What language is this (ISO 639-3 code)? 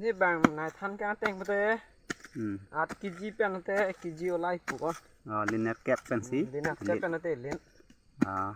mjw